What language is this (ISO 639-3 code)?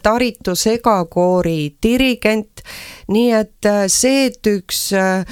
est